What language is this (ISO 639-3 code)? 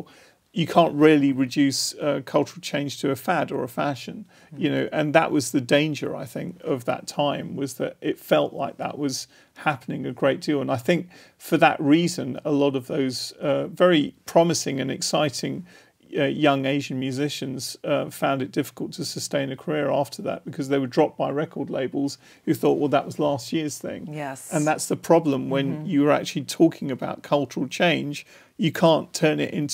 eng